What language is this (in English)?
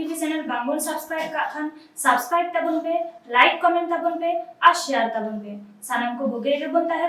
Santali